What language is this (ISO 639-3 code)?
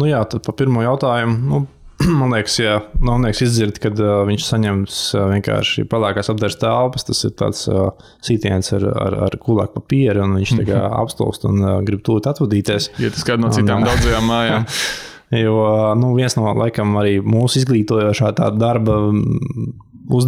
lav